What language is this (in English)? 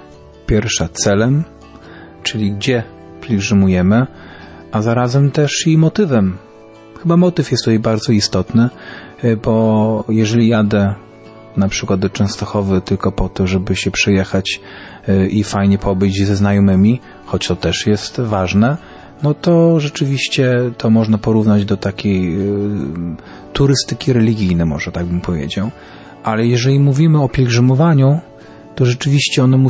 Polish